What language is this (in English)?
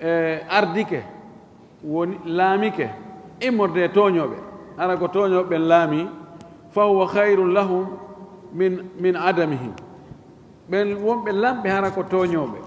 Fula